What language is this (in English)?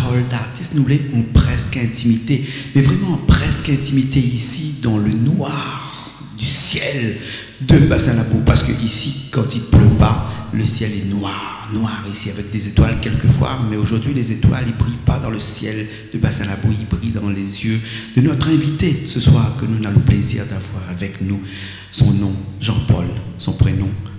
Réunion Creole French